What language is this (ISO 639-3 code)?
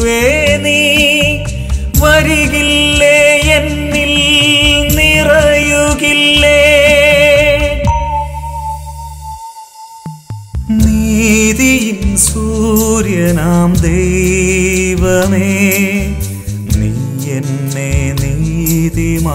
mal